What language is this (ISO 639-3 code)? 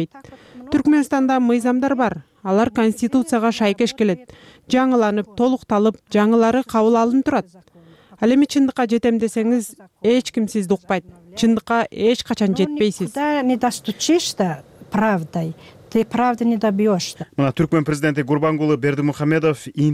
kir